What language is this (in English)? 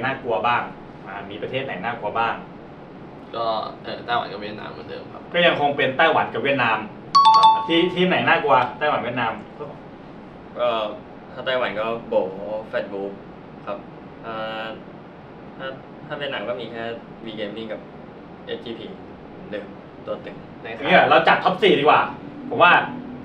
Thai